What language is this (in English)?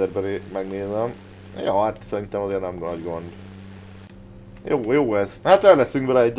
Hungarian